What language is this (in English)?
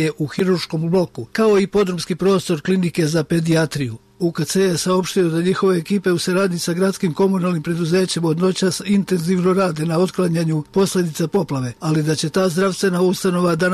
Serbian